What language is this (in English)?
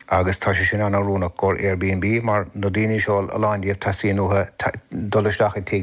Irish